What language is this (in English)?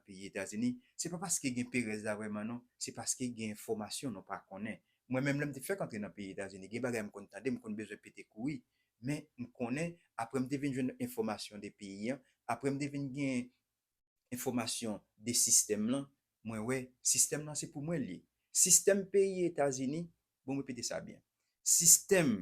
Haitian Creole